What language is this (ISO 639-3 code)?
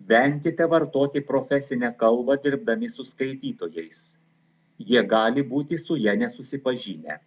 lit